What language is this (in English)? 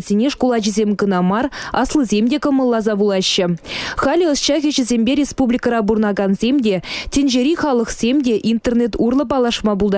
Chuvash